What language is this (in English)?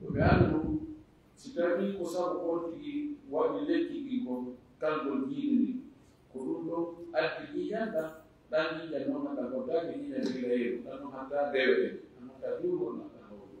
Fula